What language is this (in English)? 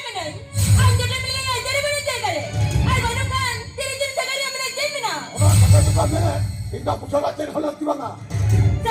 Santali